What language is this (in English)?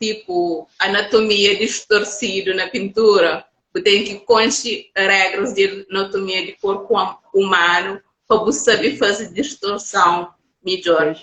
Kabuverdianu